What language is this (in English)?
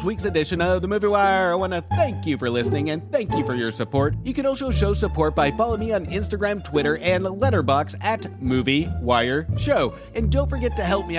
English